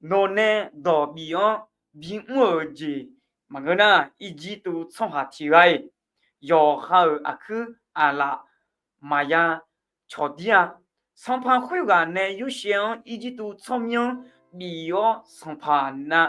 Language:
Akha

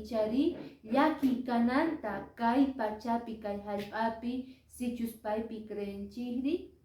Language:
Quechua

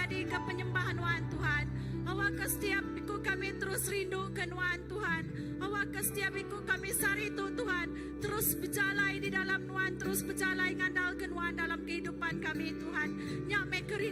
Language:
Iban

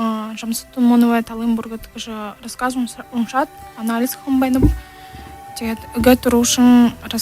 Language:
Buriat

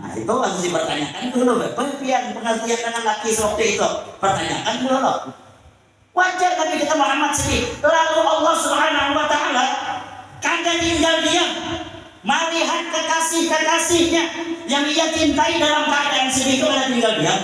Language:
Banjar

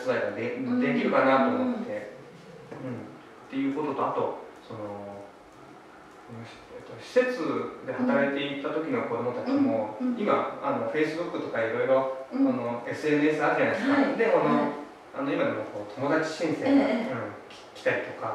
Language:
Japanese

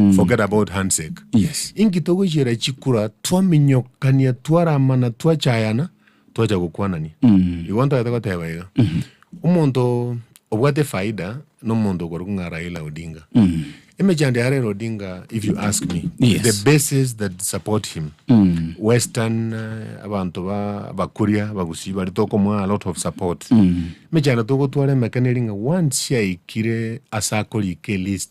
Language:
Gusii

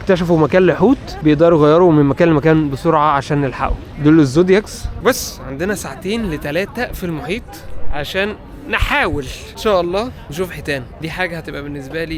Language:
Egyptian Arabic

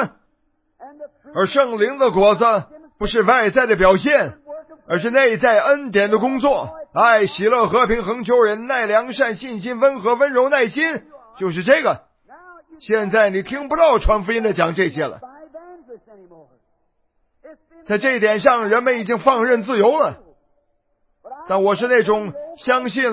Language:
Chinese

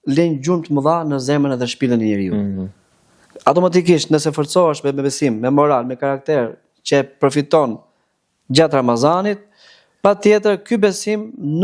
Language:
Albanian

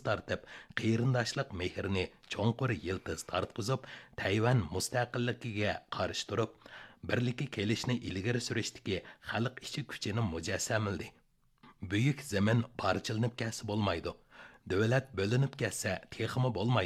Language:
Uyghur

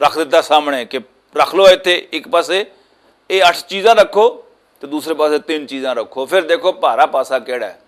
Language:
Western Panjabi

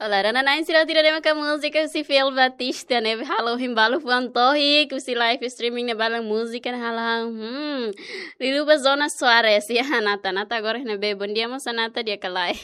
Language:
Tetum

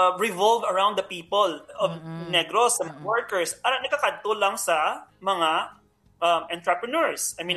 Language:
Hiligaynon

